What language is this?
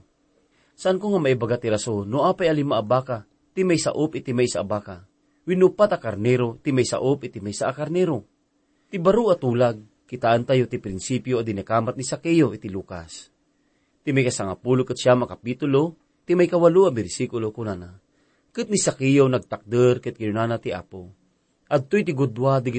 Iloko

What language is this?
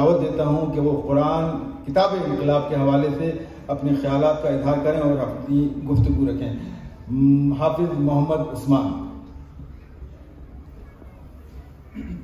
Urdu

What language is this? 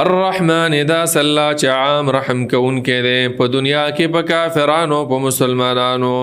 Pashto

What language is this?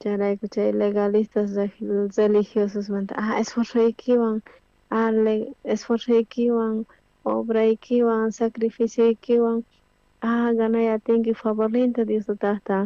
South Bolivian Quechua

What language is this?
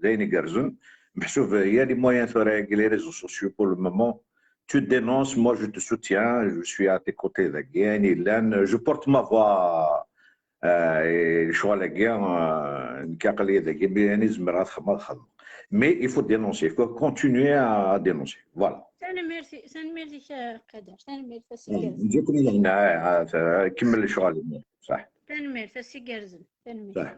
Kabyle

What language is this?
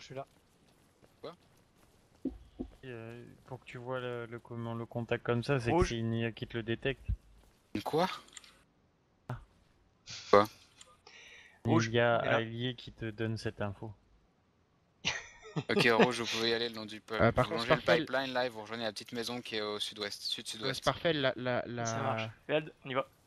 French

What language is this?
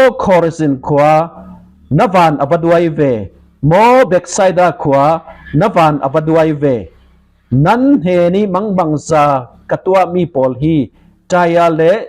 Falam Chin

